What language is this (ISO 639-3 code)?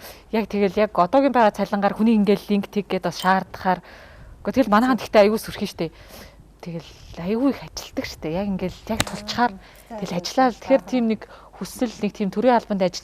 mon